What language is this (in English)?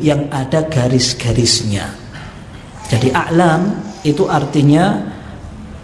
Indonesian